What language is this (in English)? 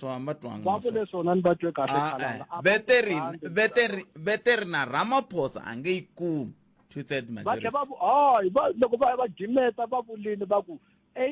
Tsonga